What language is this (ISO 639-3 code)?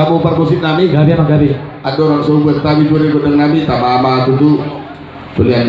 bbc